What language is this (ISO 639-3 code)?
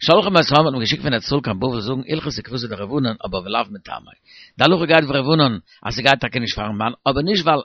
yid